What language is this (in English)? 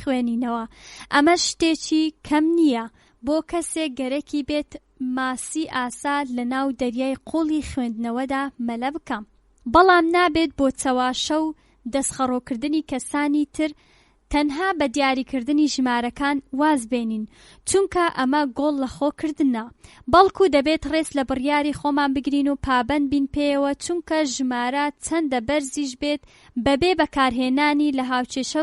Central Kurdish